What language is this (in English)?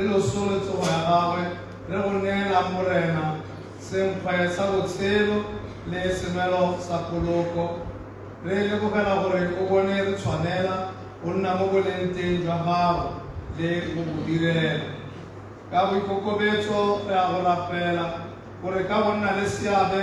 Tswana